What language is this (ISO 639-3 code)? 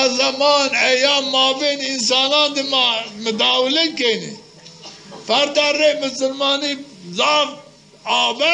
zza